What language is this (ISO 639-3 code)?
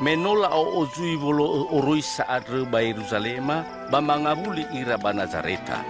nia